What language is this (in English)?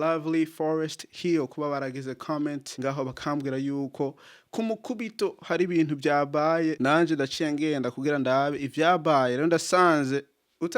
Rundi